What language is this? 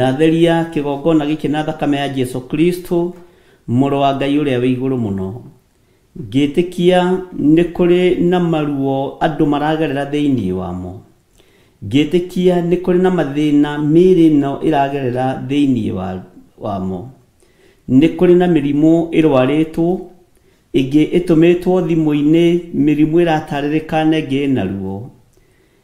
Kikuyu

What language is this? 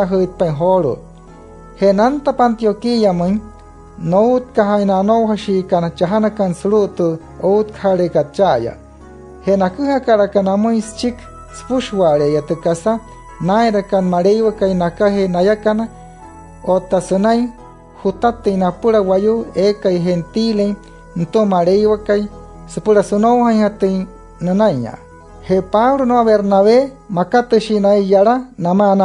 Wayuu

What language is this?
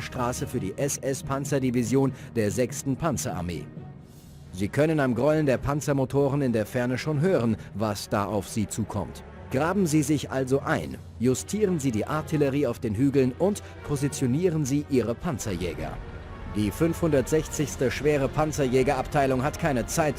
Bavarian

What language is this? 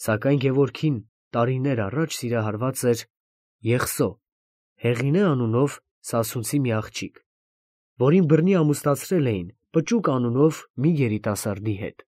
Armenian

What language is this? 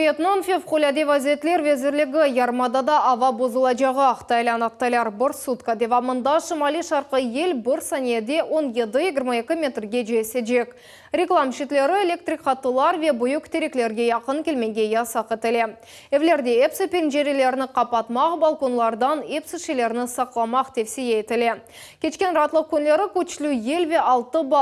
Crimean Tatar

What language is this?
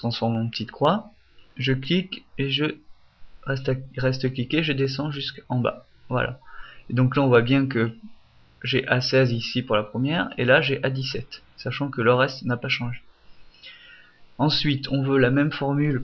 French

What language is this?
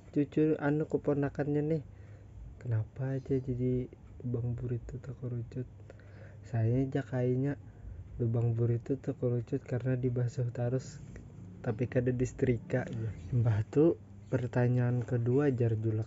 Banjar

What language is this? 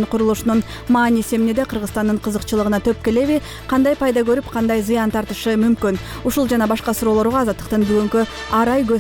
Kyrgyz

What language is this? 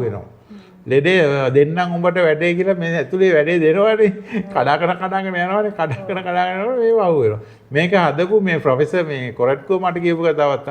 Sinhala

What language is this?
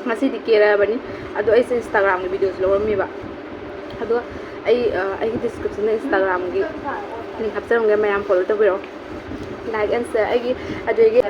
Manipuri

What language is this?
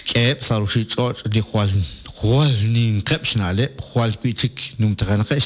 Kekchí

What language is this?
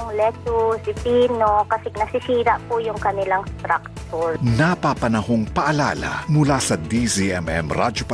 Filipino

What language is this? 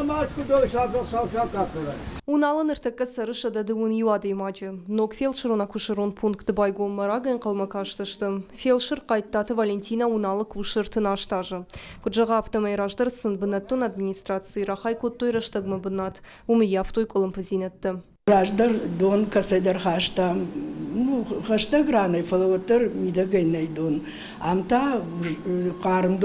Ossetic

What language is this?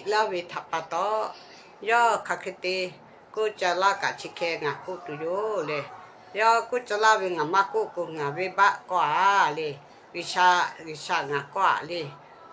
Lahu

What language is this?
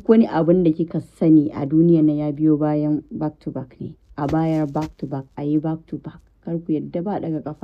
Hausa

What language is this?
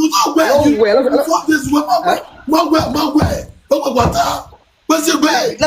Nigerian Pidgin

